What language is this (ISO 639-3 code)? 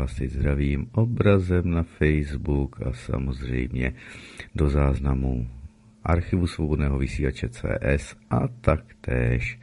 ces